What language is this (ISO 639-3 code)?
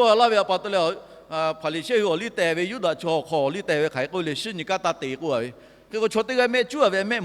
lhu